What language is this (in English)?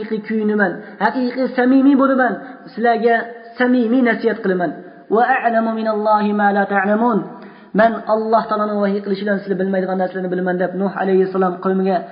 Uyghur